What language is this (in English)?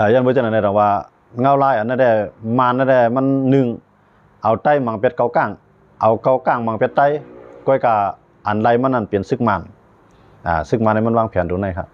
Shan